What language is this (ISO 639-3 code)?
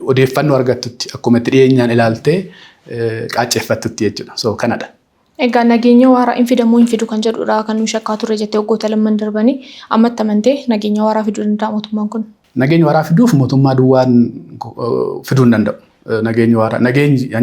orm